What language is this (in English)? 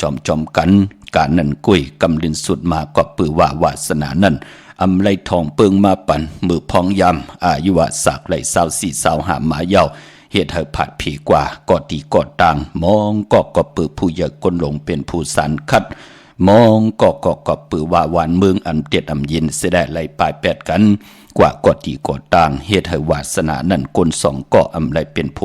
Shan